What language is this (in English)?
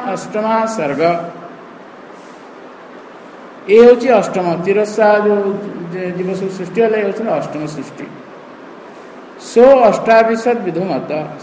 Odia